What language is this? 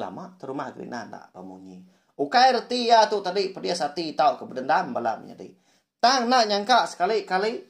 Iban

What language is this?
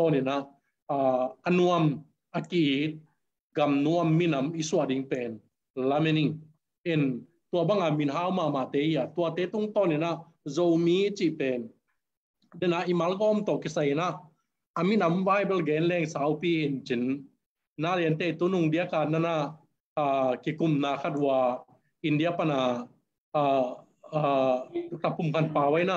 Tedim Chin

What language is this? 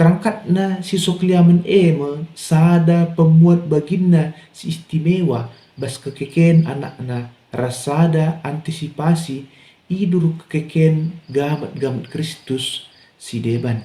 Batak Karo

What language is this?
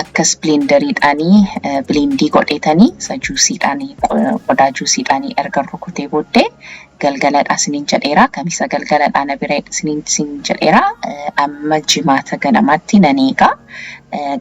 Oromo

